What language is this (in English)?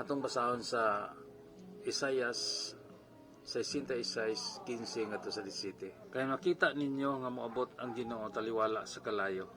Cebuano